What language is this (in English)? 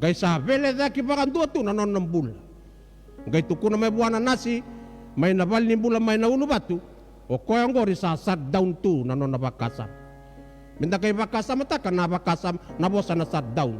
Fijian